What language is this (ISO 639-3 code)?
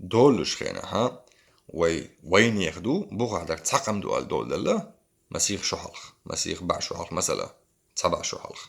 che